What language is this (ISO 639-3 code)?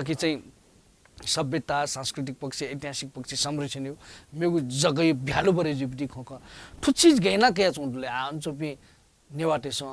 new